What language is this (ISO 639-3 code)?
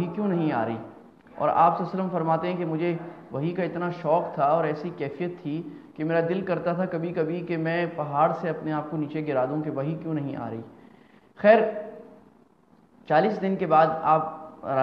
urd